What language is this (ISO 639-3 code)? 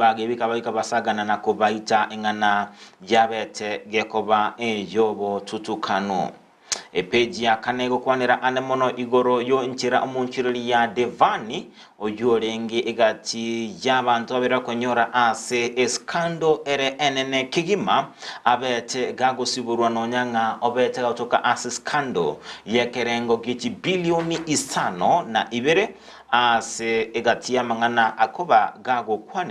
guz